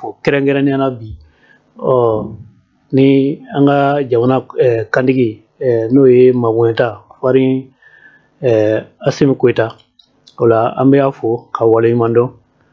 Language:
Bambara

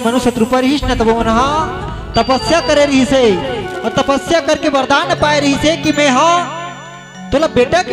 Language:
Chhattisgarhi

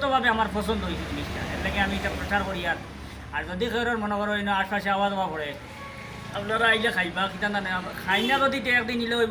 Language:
Sylheti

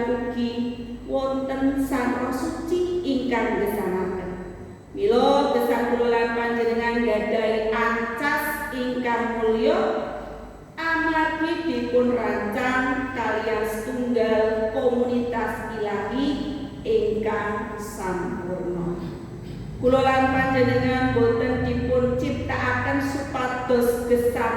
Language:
Javanese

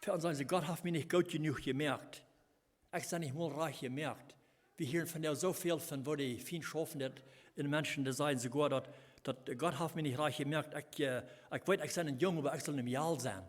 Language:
Plautdietsch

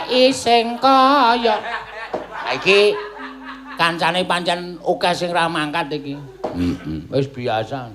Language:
Javanese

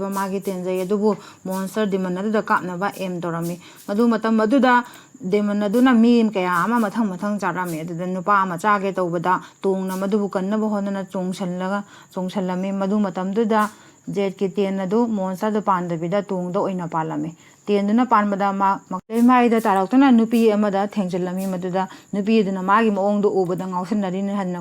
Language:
Manipuri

